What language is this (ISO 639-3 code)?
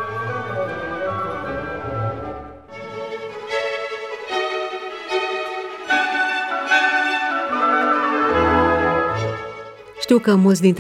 ron